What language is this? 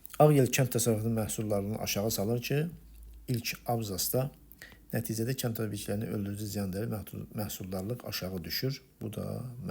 Azerbaijani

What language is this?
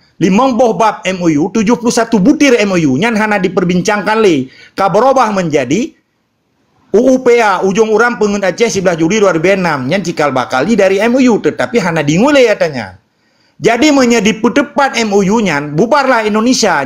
Achinese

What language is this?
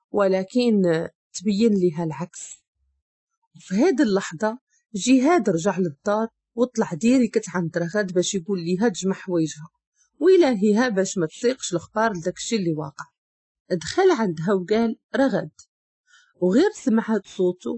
Moroccan Arabic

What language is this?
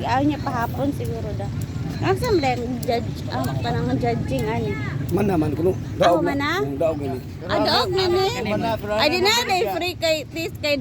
Cebuano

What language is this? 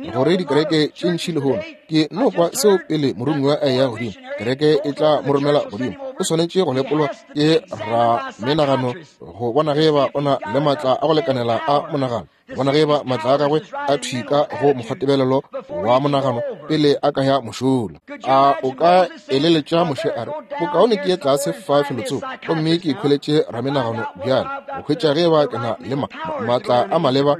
Northern Sotho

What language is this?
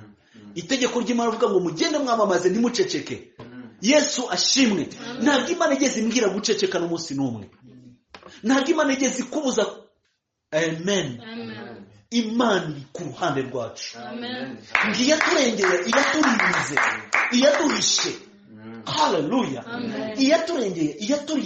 Kinyarwanda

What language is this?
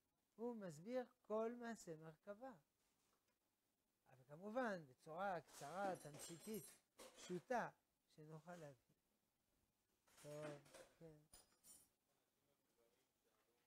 Hebrew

